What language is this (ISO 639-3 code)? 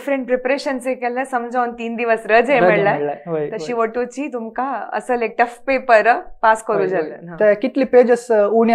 kok